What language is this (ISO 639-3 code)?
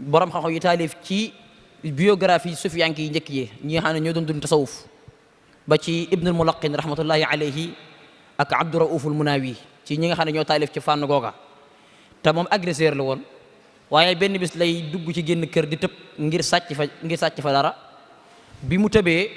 wol